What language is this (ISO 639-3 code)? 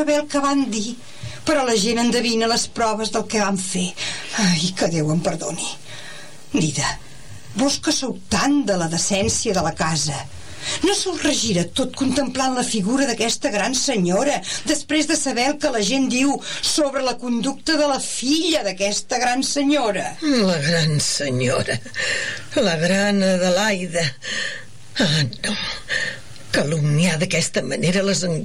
cat